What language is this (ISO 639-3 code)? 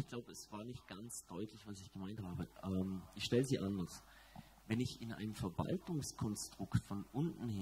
deu